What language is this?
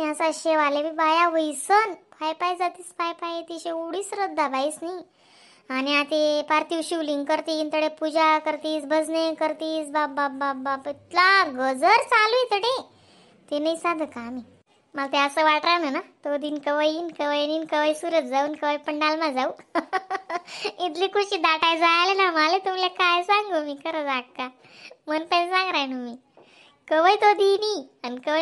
Khandesi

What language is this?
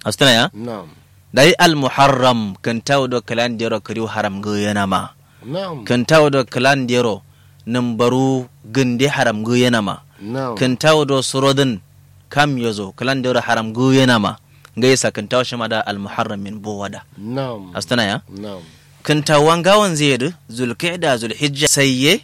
Kanuri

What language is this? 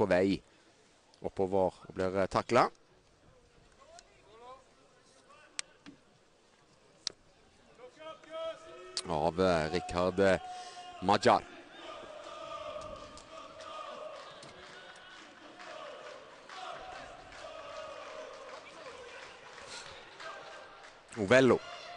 Norwegian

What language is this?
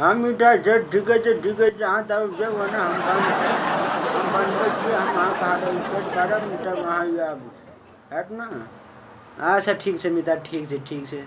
Maithili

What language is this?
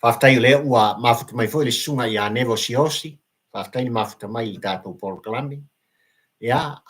Samoan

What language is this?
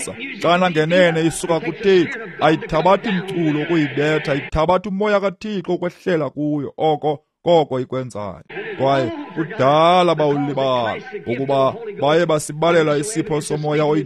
Xhosa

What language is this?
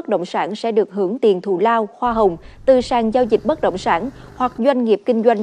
Vietnamese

